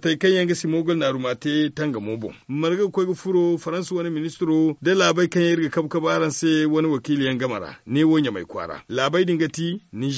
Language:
Zarma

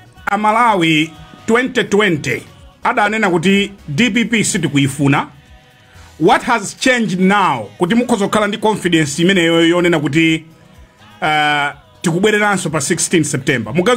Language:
Nyanja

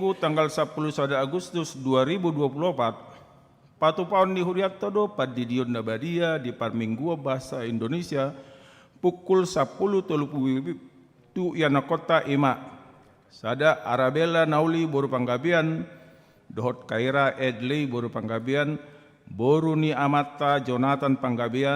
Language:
Batak Toba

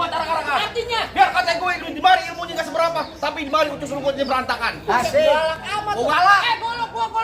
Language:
Betawi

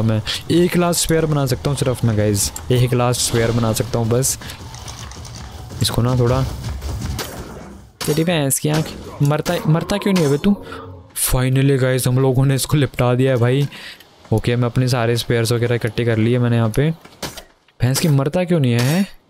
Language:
Hindi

